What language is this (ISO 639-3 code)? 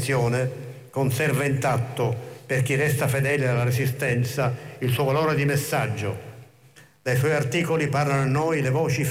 ita